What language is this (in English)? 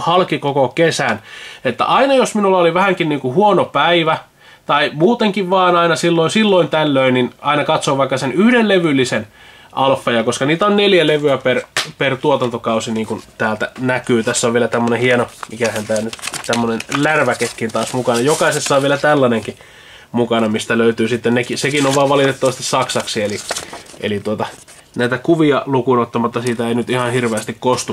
Finnish